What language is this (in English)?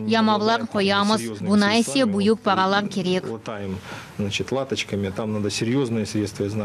Crimean Tatar